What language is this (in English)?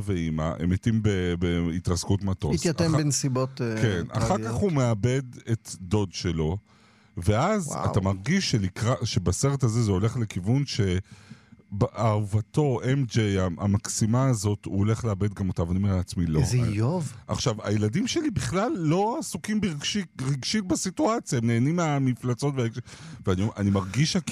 Hebrew